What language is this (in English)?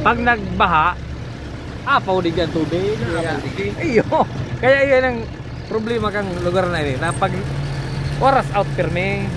Bikol